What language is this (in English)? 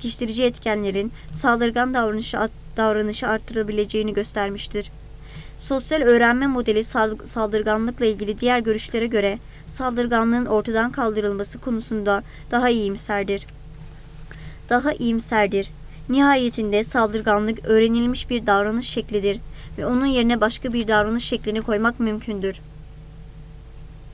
Turkish